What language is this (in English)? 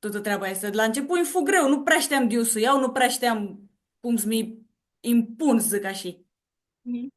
Aromanian